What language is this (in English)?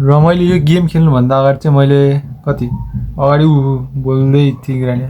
Nepali